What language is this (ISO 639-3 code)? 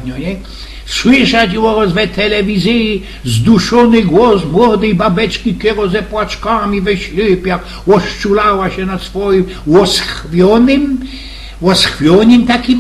szl